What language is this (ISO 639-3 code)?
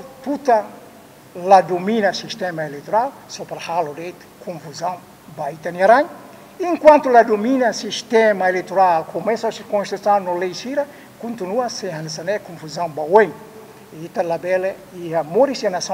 tet